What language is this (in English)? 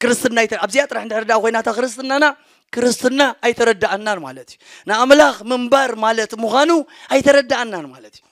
Tigrinya